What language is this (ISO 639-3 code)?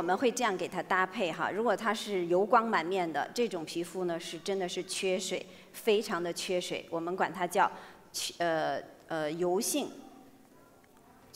zho